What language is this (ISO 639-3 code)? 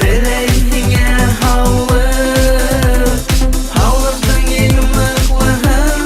bak